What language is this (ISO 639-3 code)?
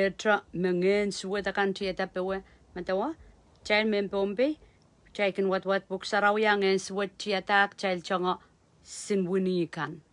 pon